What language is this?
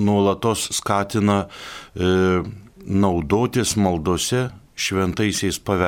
Lithuanian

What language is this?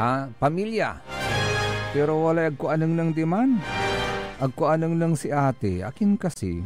Pangasinan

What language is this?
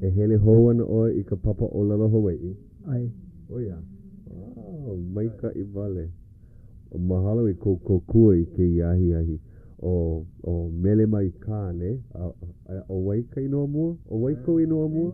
Hawaiian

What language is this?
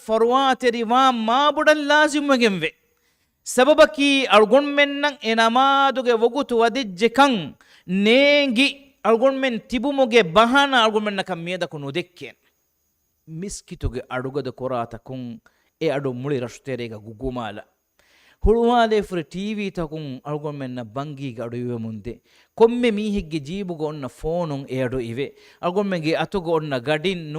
Divehi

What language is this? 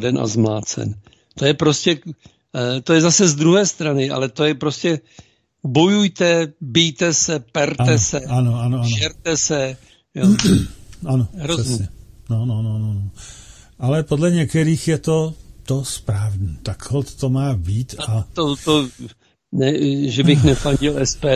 Czech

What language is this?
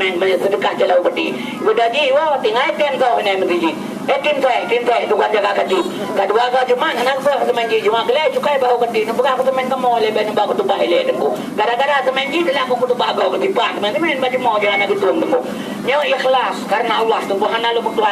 Achinese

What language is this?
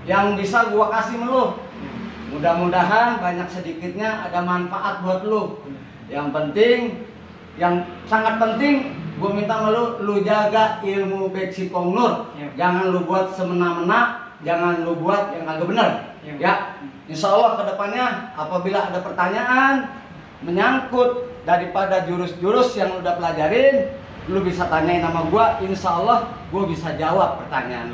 Betawi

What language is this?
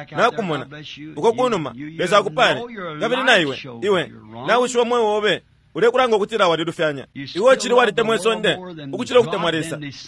Bemba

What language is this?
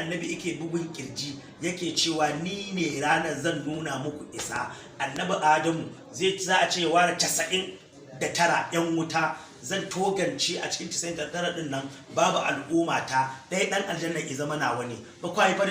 Hausa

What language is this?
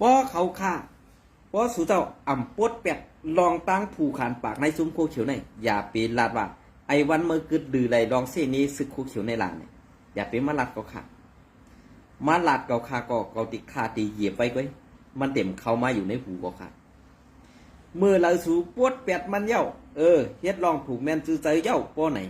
Shan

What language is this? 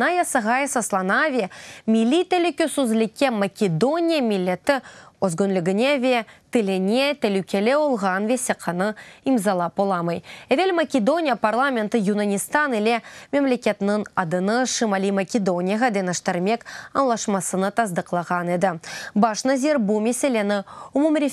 Crimean Tatar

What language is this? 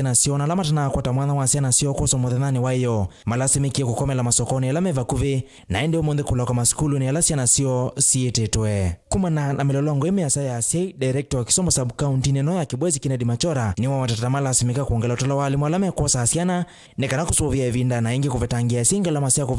Kamba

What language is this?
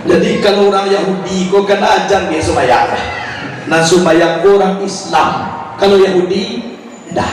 Minangkabau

